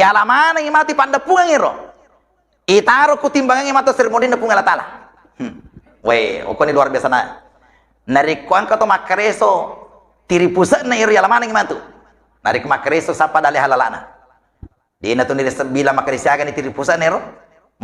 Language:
Buginese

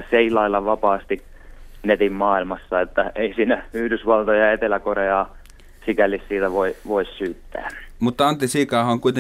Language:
Finnish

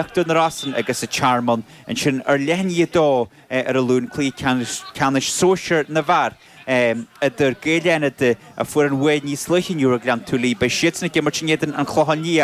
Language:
Irish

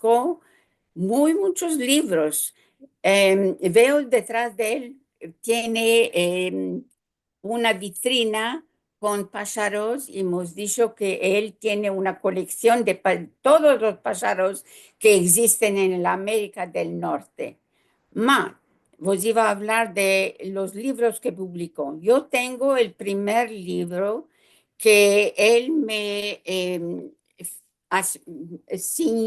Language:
Ladino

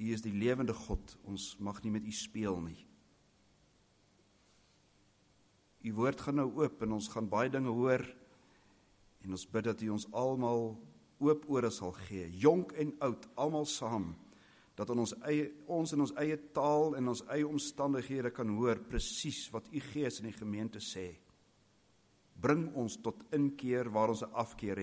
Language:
Afrikaans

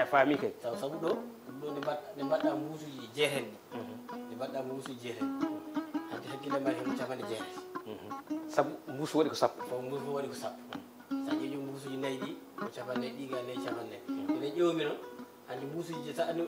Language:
Fula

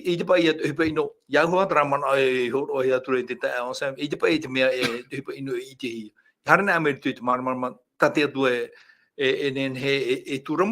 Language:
Tahitian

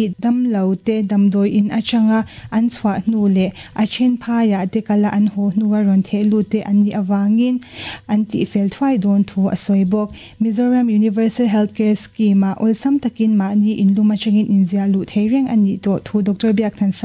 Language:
Mizo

